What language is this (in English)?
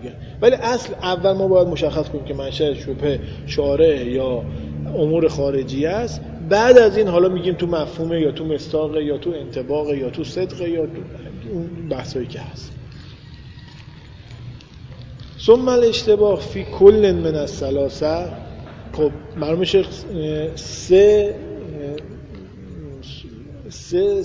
Persian